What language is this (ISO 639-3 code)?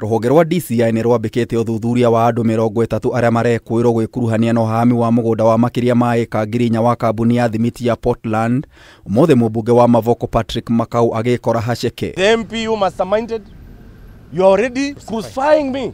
kik